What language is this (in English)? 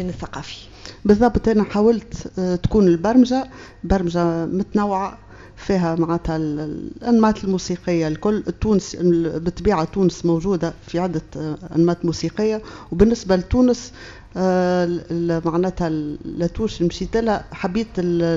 Tunisian Arabic